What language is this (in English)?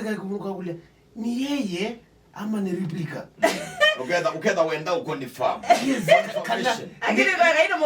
Kamba